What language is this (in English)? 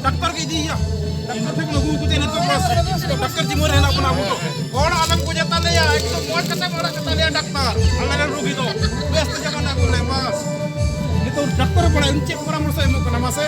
Santali